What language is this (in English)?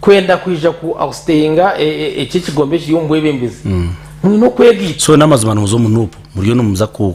Nyankole